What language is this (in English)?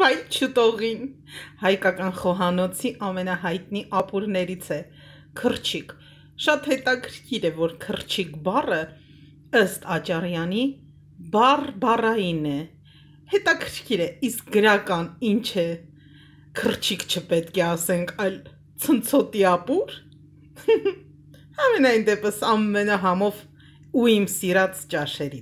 Armenian